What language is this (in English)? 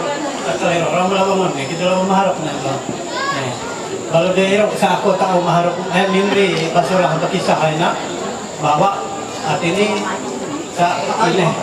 Ma'anyan